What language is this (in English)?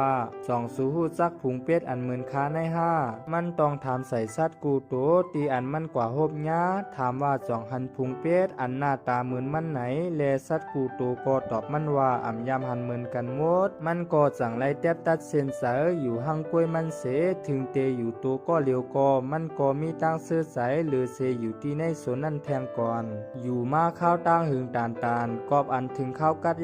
Shan